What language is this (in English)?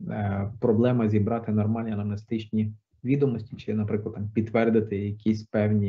Ukrainian